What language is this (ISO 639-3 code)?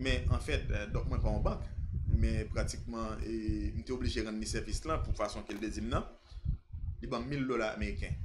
hat